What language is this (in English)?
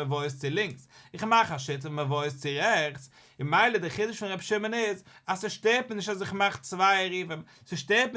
Yiddish